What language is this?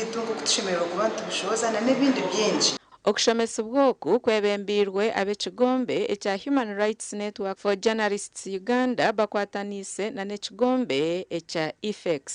Nyankole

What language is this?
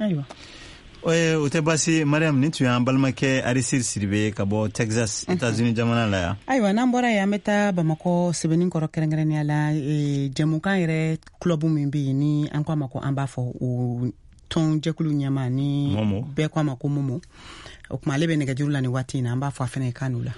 Bambara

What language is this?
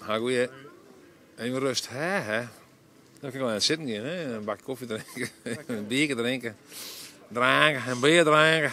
Western Frisian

